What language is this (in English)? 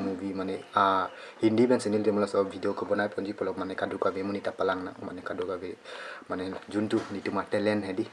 Karbi